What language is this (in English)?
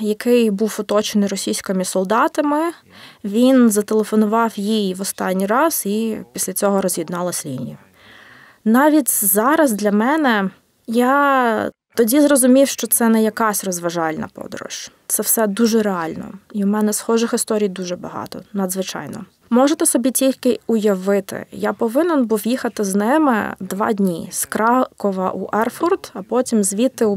Ukrainian